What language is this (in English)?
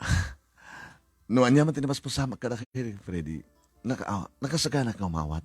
Iloko